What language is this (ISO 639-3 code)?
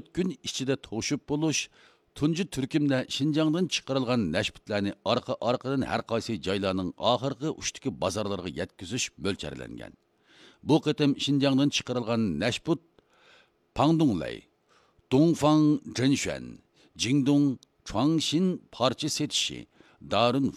uig